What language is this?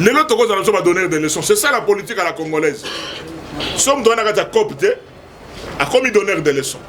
Lingala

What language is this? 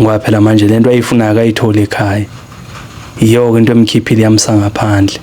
Zulu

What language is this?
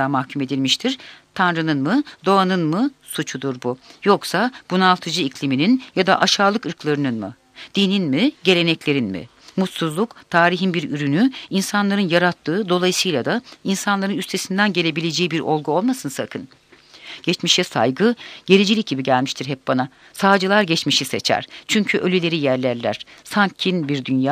Turkish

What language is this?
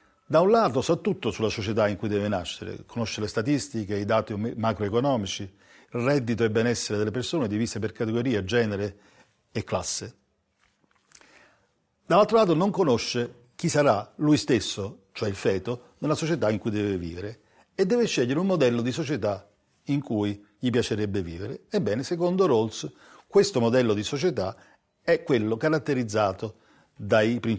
Italian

